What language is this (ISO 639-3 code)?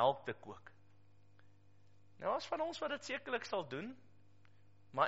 afr